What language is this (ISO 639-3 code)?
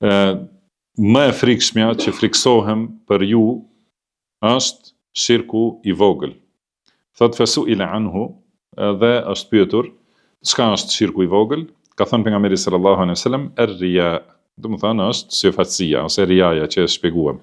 sqi